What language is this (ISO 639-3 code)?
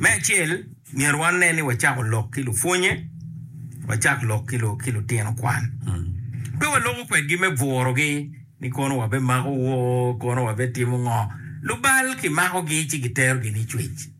ach